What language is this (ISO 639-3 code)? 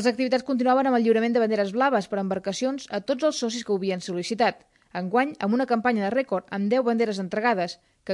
cat